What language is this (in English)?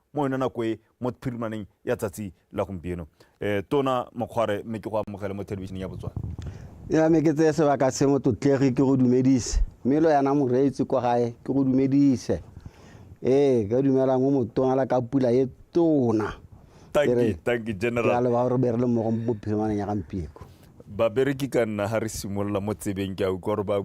Tswana